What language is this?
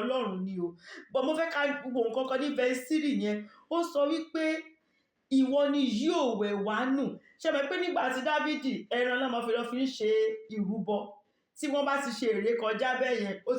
Yoruba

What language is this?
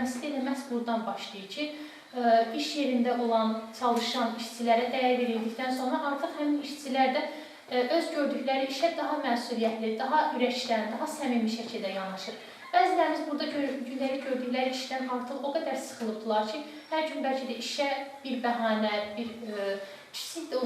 Azerbaijani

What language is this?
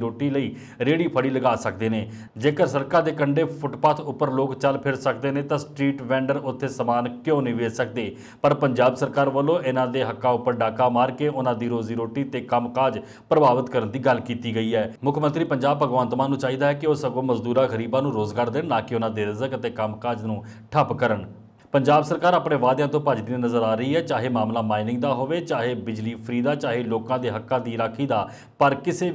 Punjabi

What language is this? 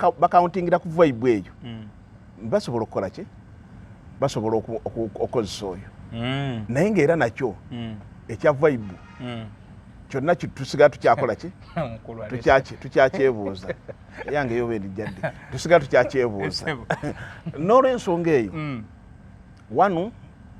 Ganda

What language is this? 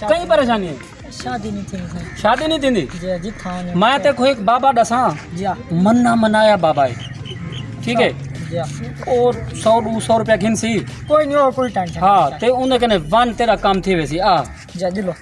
Saraiki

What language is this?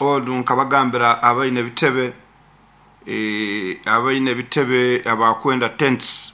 Nyoro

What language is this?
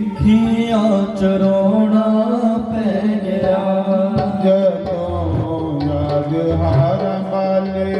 Dogri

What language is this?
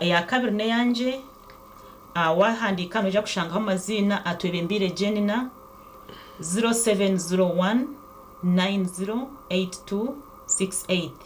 Nyankole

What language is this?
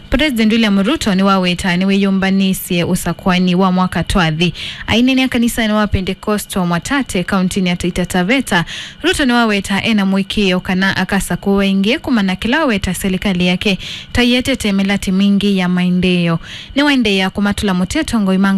Kamba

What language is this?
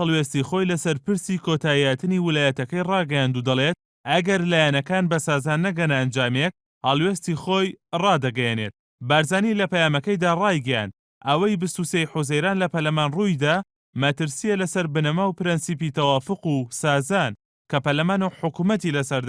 Central Kurdish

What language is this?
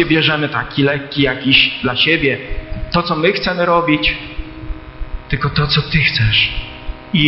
Polish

